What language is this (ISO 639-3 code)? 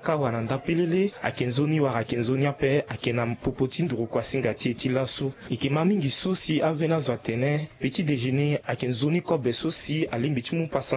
sag